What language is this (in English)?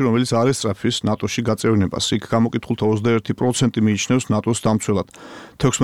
Georgian